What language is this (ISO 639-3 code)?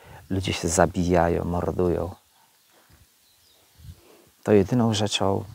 pol